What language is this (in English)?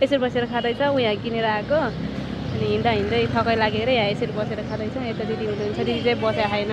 Nepali